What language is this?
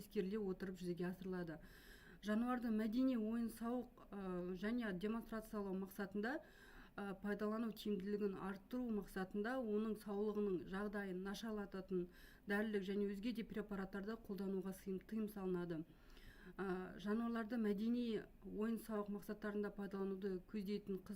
Kazakh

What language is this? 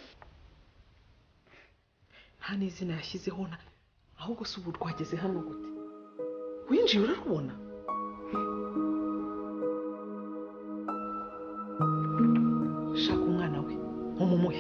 Kinyarwanda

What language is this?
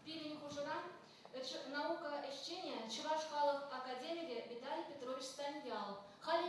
Chuvash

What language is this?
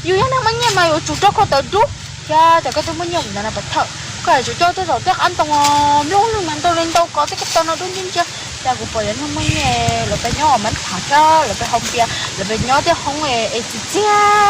Hmong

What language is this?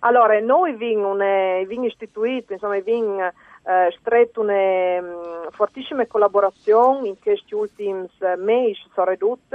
Friulian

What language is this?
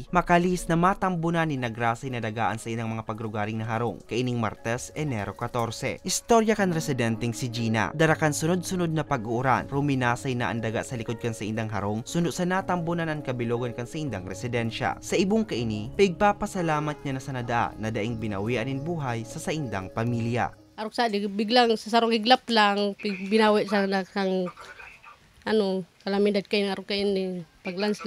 Bikol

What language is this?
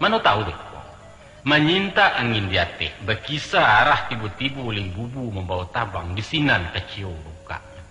Minangkabau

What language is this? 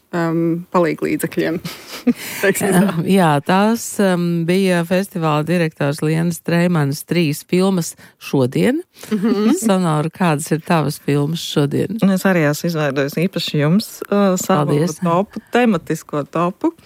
Latvian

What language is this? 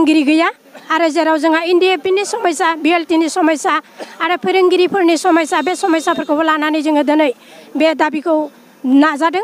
Bodo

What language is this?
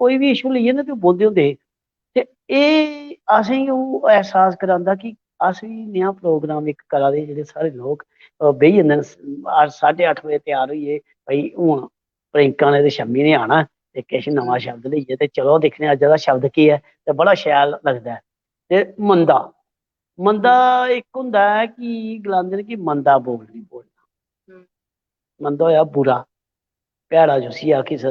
Dogri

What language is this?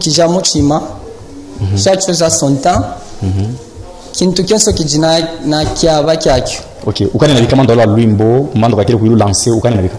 Luba-Katanga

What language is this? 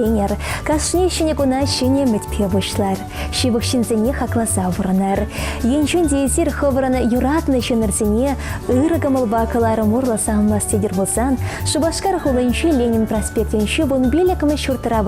Chuvash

